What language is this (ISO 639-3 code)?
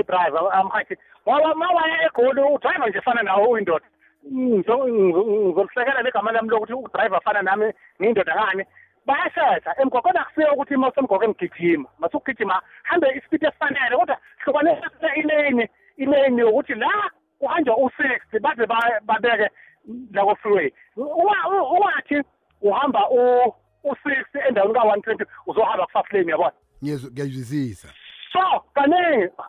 nbl